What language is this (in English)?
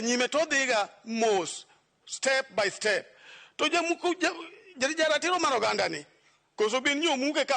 Luo (Kenya and Tanzania)